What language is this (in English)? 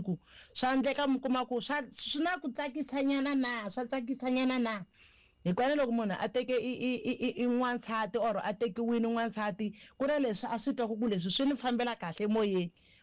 Tsonga